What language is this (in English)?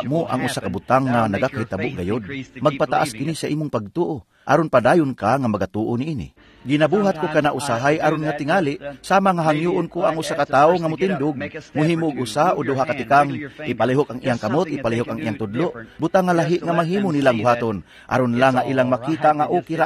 Cebuano